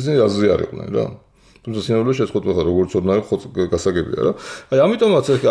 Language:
Georgian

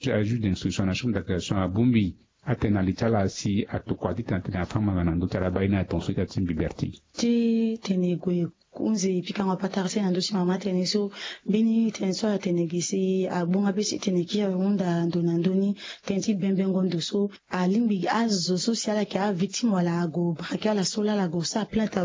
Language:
Sango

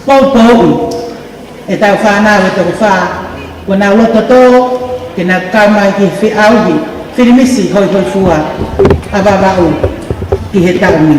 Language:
Tongan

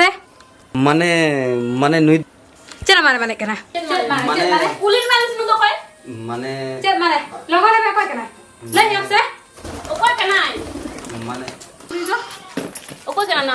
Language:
Santali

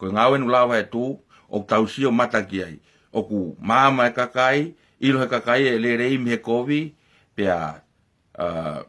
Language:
Tongan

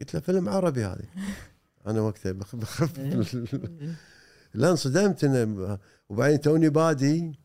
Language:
Gulf Arabic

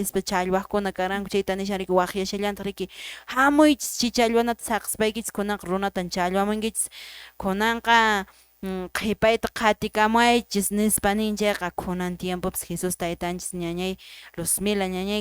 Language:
Quechua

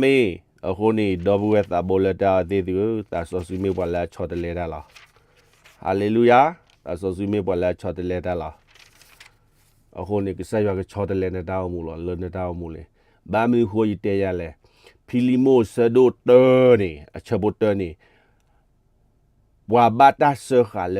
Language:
S'gaw Karen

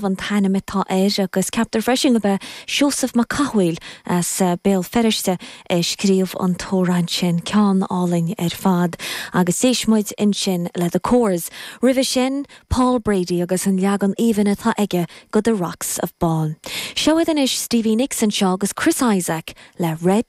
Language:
Irish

